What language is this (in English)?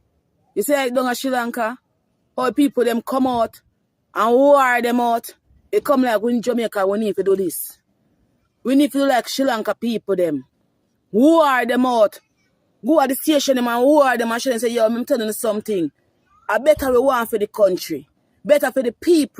Jamaican Creole English